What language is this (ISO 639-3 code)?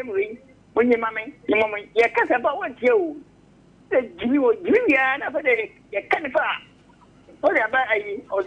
aka